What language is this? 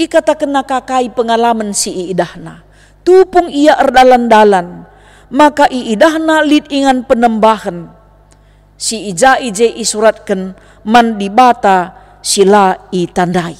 Batak Karo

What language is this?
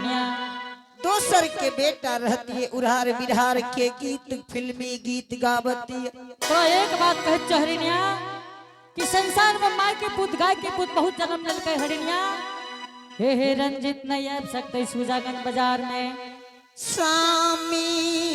Angika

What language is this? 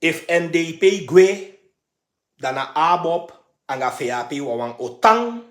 Sranan Tongo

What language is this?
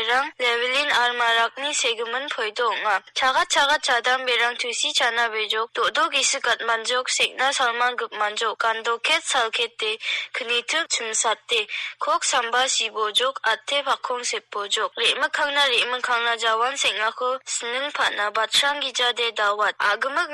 Garo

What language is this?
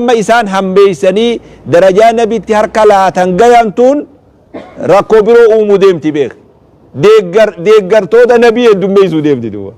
Oromo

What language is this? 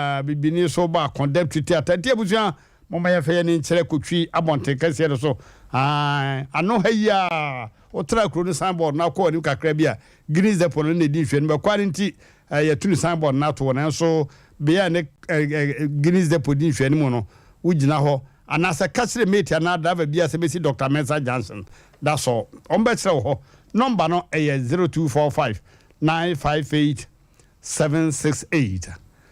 Akan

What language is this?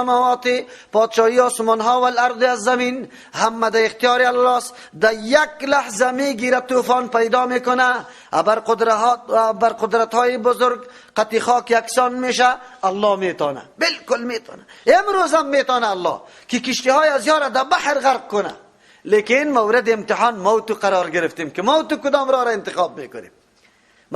Persian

